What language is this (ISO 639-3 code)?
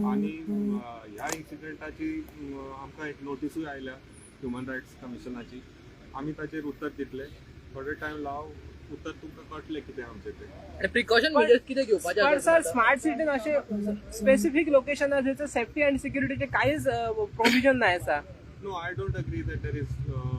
kok